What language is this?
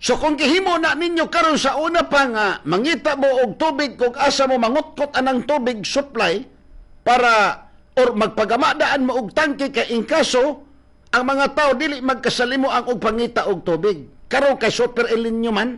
Cebuano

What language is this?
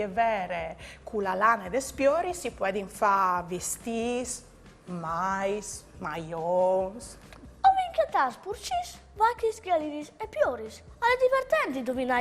Friulian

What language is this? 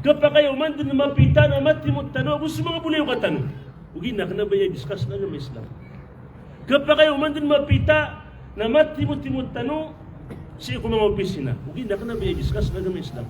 Maranao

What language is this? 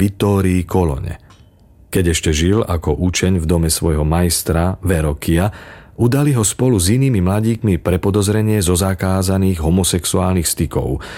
Slovak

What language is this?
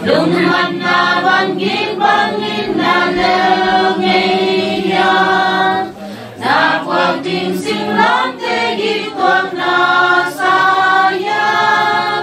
Tedim Chin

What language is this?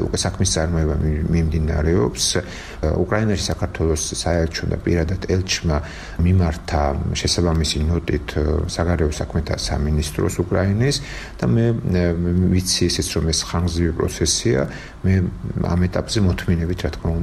Georgian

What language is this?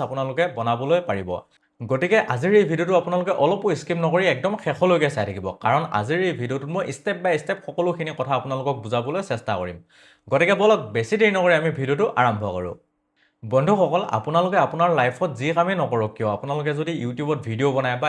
Assamese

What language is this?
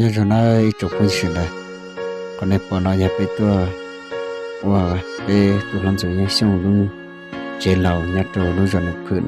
Hmong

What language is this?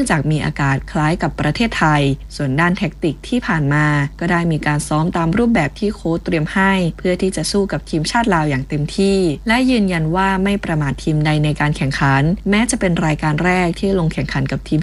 Thai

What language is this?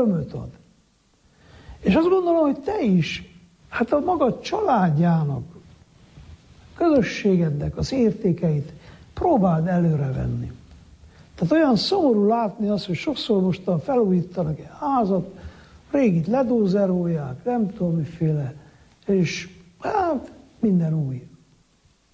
Hungarian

